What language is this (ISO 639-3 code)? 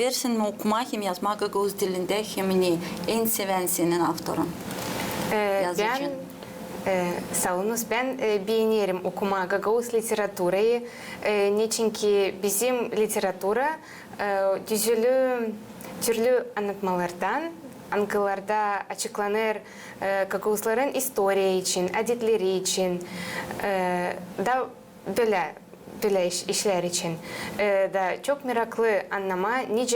gag